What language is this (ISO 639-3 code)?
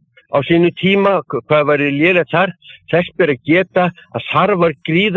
isl